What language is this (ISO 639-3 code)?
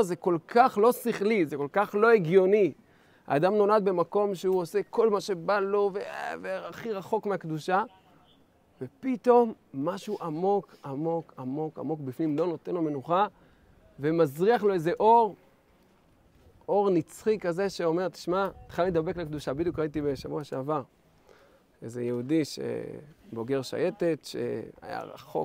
heb